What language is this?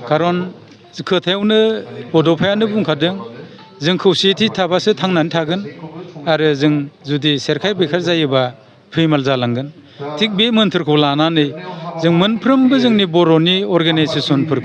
Bodo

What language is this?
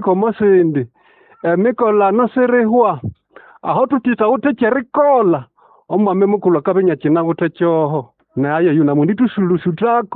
Nande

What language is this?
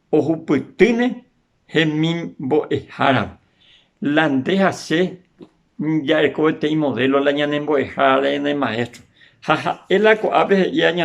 Guarani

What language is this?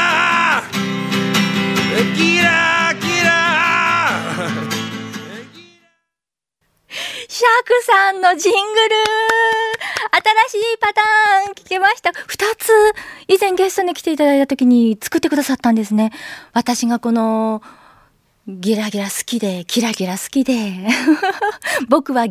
Japanese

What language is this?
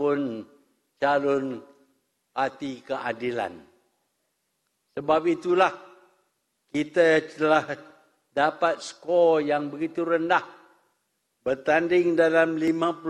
Malay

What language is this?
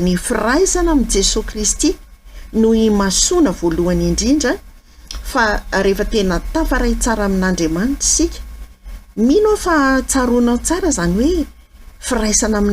Malagasy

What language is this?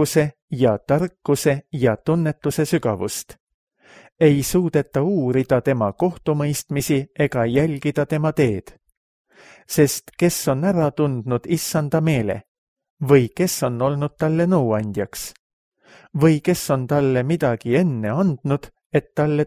Estonian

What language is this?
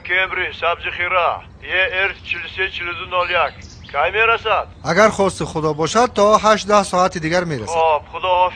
Tajik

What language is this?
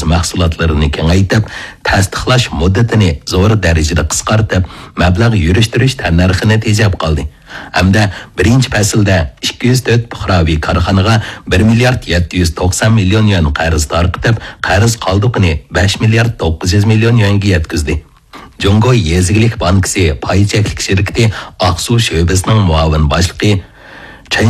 Uyghur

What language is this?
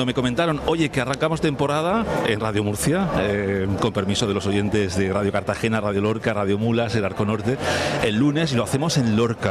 Spanish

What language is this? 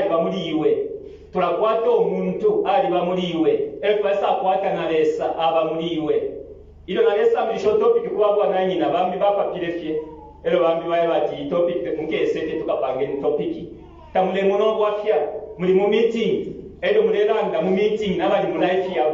Bemba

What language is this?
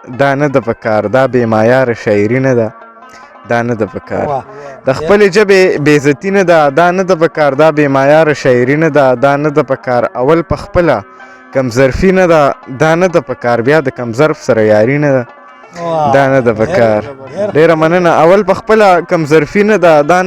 Pashto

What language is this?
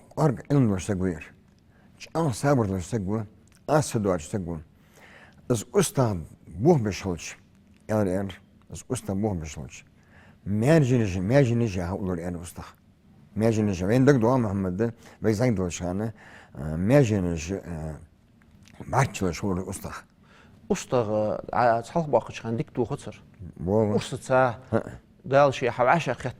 Ingush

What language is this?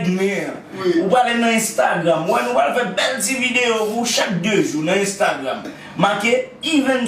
Haitian Creole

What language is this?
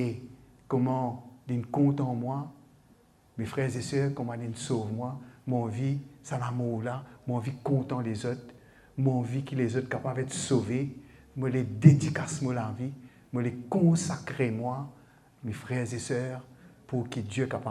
Morisyen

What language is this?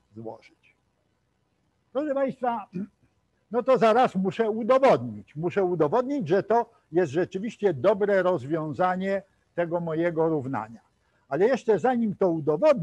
Polish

